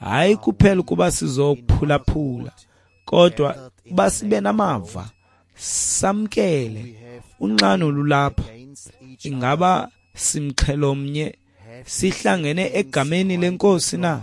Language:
Xhosa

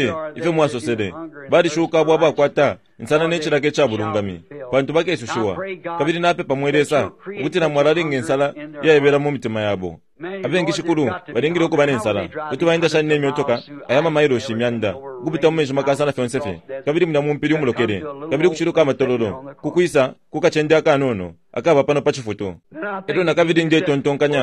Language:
Bemba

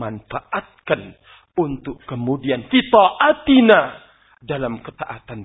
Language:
Indonesian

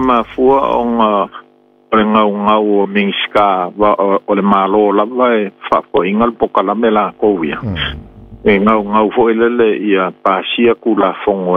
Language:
Samoan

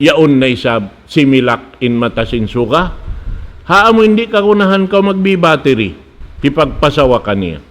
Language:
Tausug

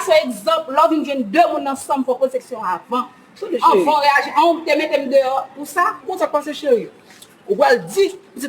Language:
Haitian Creole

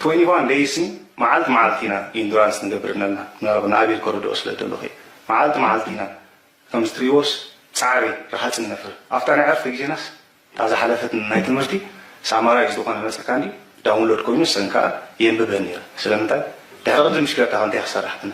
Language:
Tigrinya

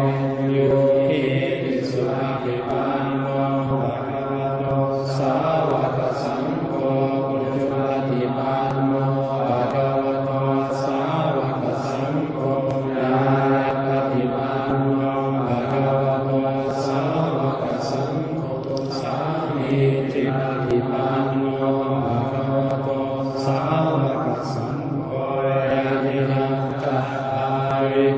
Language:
Pali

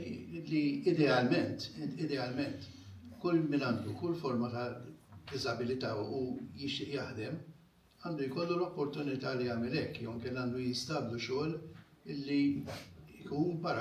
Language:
Maltese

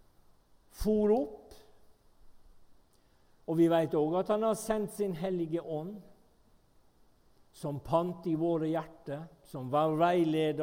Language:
Norwegian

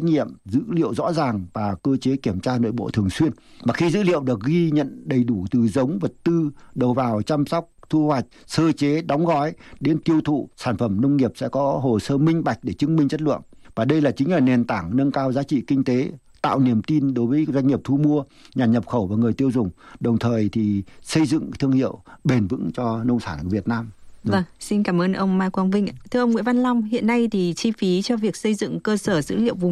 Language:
Vietnamese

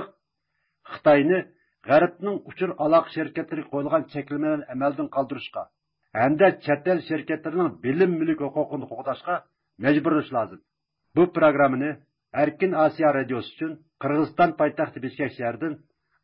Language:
Uyghur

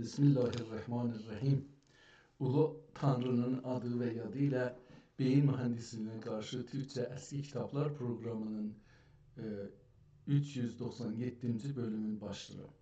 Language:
South Azerbaijani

